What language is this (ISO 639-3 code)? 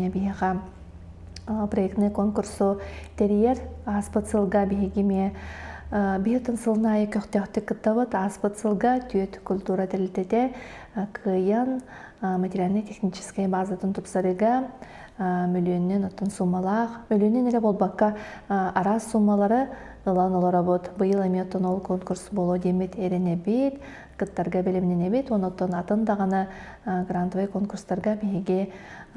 sah